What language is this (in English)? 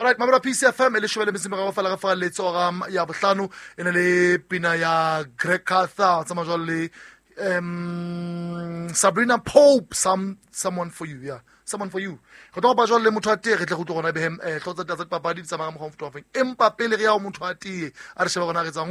Southern Sotho